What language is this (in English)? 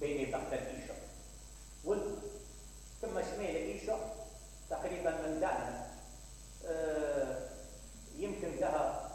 Mesopotamian Arabic